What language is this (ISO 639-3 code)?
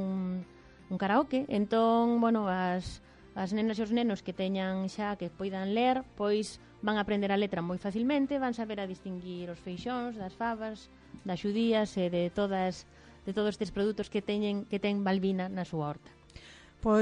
glg